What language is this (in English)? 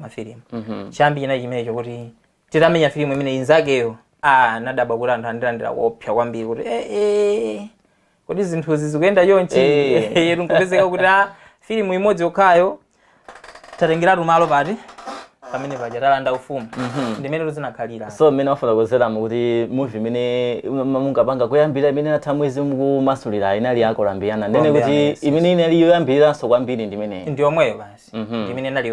Nyanja